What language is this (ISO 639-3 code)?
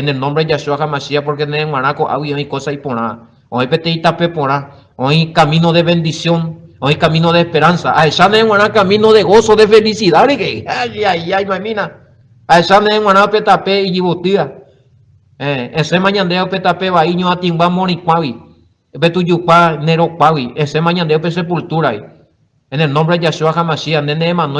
grn